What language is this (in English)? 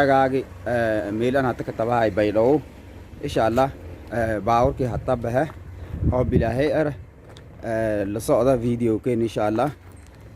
Somali